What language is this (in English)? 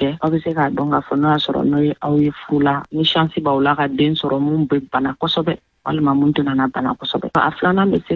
Bambara